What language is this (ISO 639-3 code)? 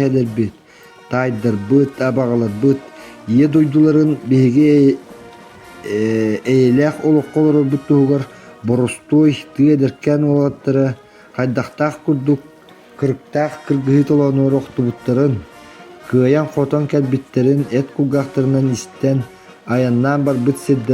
sah